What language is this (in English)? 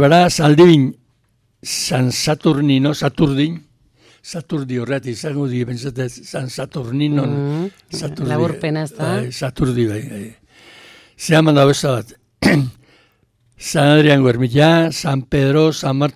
Basque